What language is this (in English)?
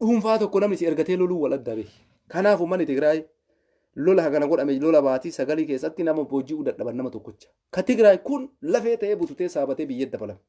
Oromo